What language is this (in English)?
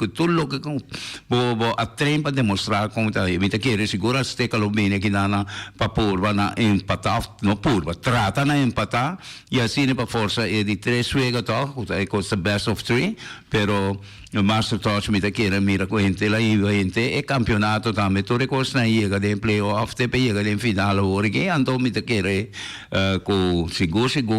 Papiamento